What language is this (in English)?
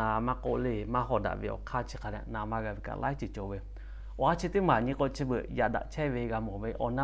Lahu